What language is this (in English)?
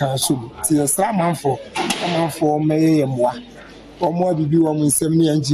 Akan